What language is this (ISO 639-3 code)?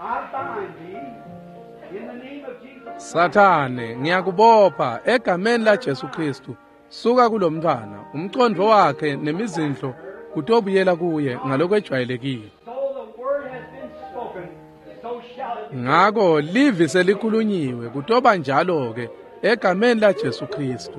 ssw